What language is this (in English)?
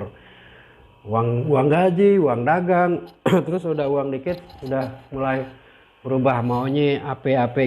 Betawi